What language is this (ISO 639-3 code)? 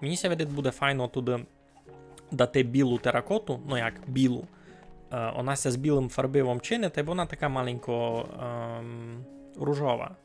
rue